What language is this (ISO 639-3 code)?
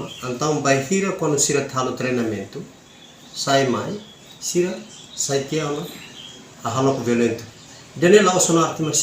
tet